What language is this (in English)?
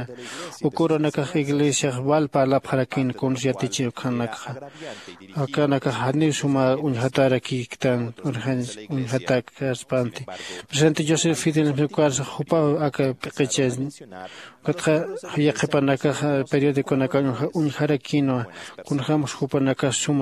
Aymara